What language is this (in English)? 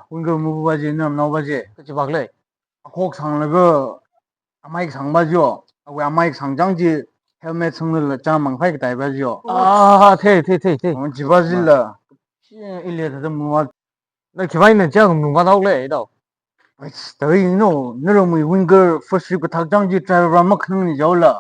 Tangkhul Naga (India)